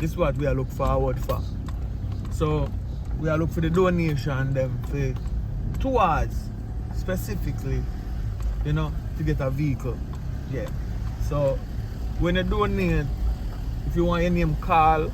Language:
Jamaican Creole English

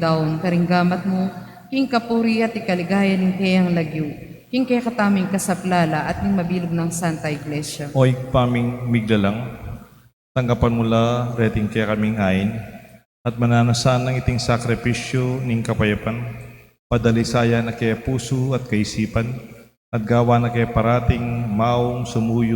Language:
Pampanga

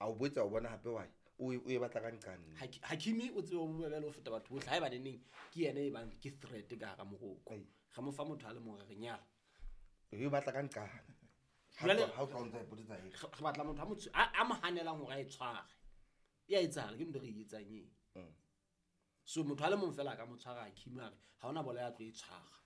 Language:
Southern Sotho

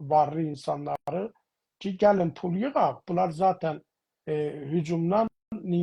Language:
South Azerbaijani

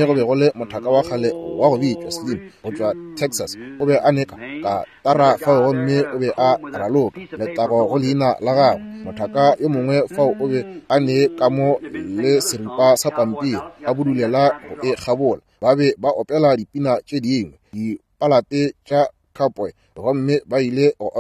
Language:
Northern Sotho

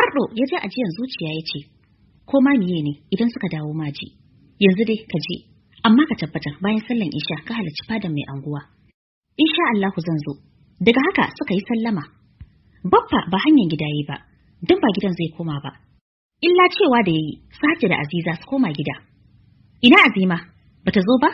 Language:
Hausa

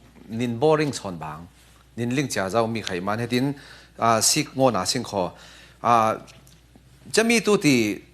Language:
Falam Chin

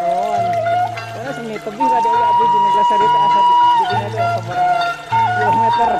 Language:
Sundanese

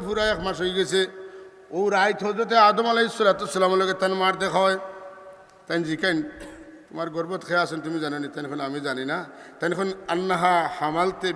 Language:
Sylheti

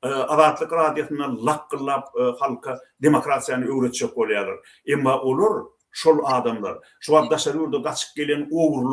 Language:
Turkmen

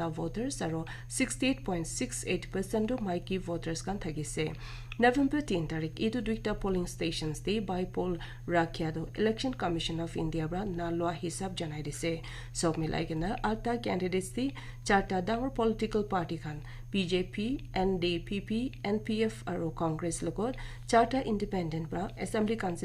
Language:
Naga Pidgin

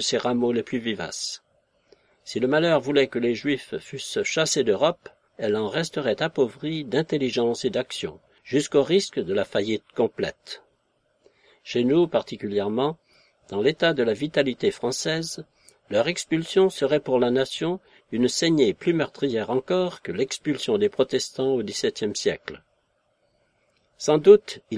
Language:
French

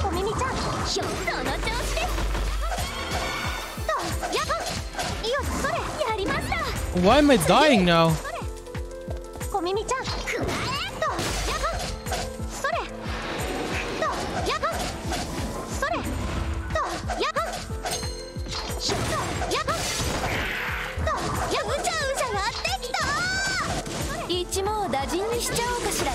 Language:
Japanese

